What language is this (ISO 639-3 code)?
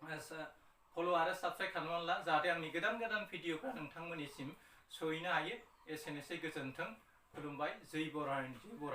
brx